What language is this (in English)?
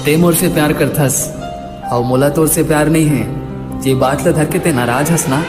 Chhattisgarhi